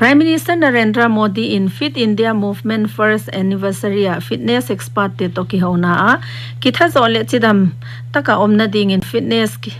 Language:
Paite Chin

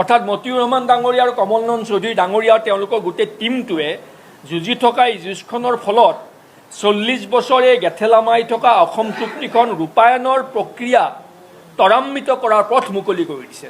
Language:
Assamese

